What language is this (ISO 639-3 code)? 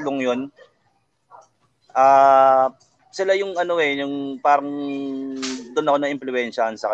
fil